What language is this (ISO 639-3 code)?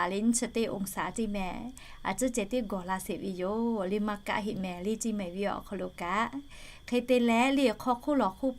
lhu